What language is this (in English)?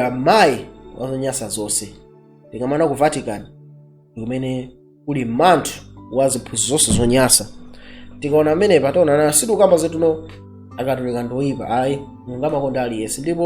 Nyanja